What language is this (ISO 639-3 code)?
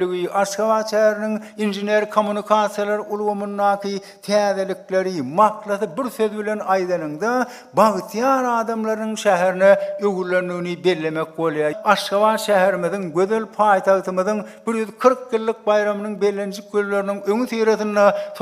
tuk